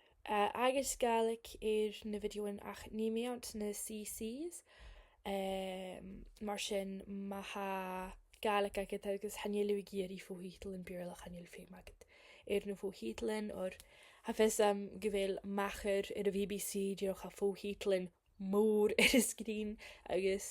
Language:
Scottish Gaelic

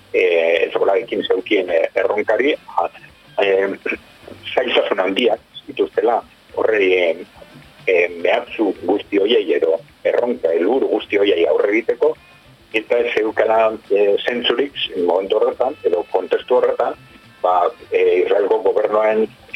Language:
Basque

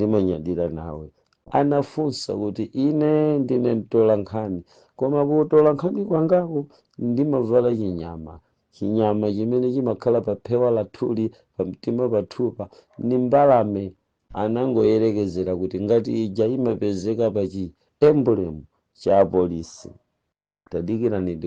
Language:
Nyanja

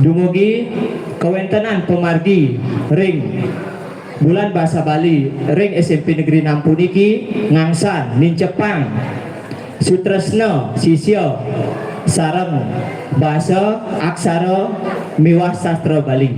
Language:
Balinese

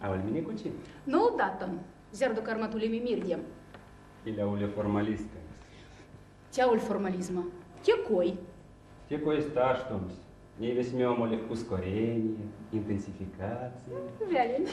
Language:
Erzya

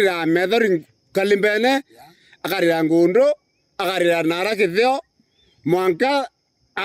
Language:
Meru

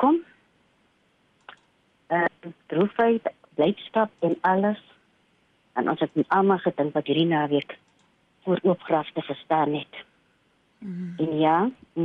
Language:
Afrikaans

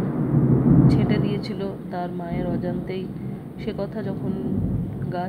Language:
Bangla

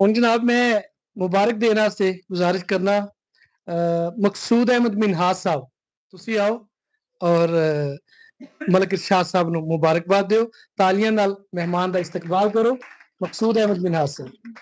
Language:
Western Panjabi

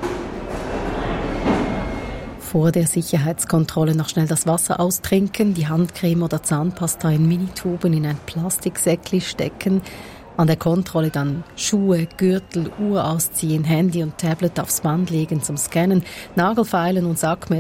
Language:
German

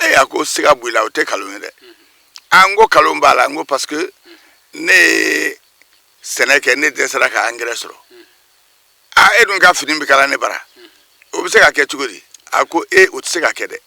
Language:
Bambara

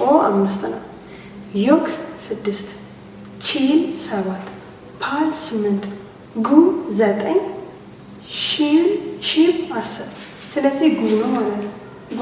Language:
Amharic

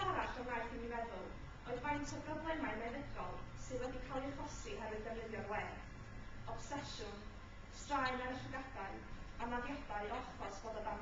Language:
Welsh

